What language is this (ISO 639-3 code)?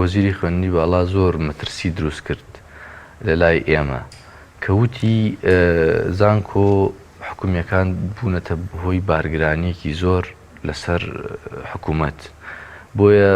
ckb